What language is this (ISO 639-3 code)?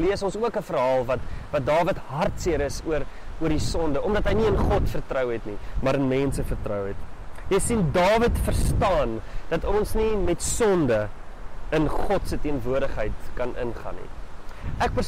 afr